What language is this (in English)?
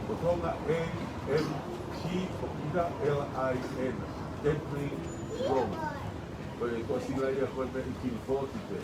Tongan